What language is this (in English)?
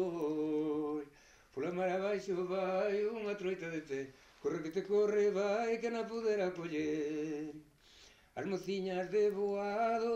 Galician